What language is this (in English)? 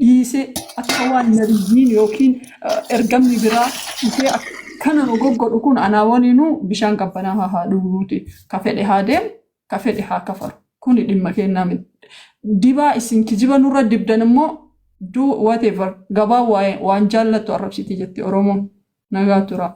Oromo